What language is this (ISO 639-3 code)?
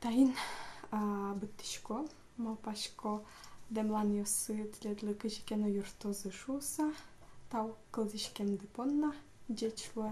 udm